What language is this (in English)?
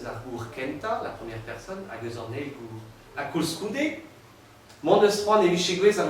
Breton